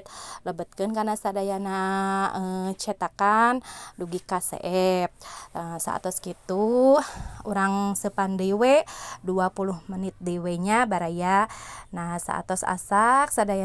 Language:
Sundanese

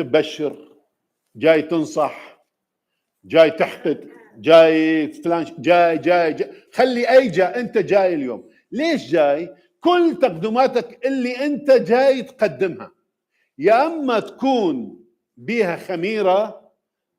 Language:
Mesopotamian Arabic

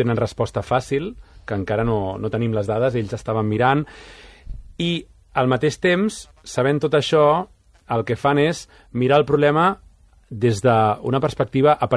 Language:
Catalan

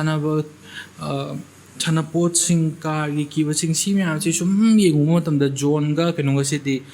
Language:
Manipuri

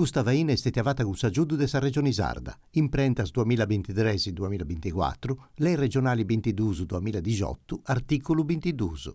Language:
Sardinian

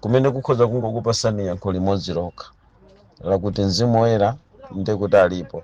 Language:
Nyanja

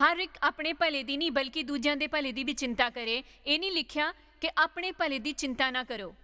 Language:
Dogri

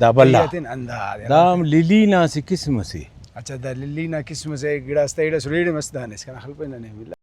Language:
Brahui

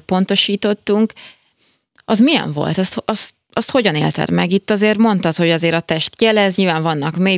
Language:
Hungarian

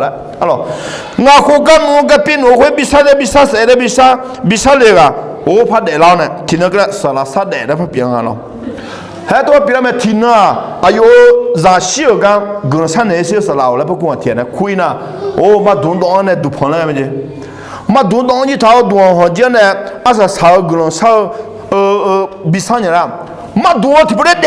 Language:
Akha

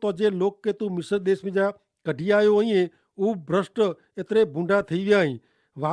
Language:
Kachhi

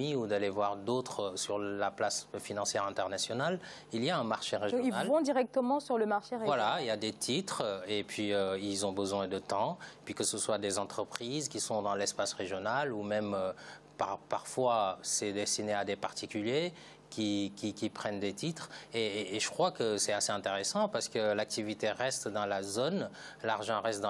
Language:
French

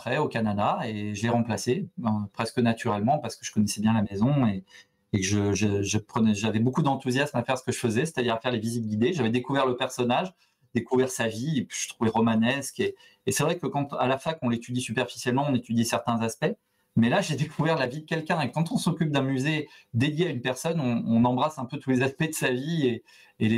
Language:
French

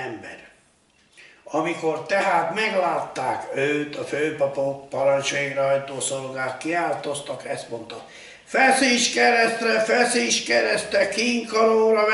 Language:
Hungarian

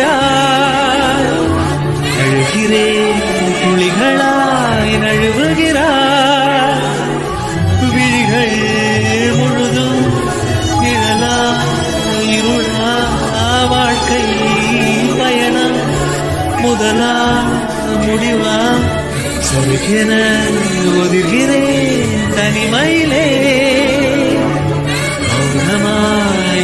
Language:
Tamil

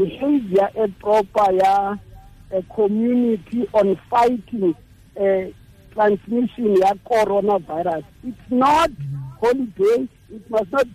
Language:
Tswana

